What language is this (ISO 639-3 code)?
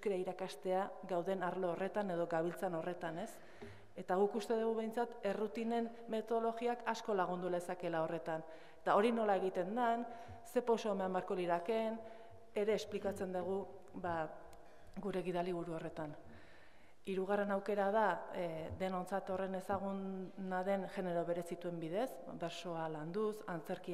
eus